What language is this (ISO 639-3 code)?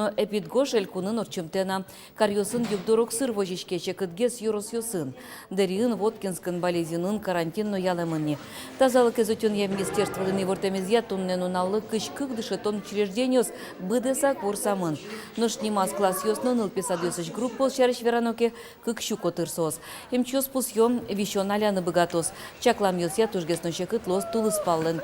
udm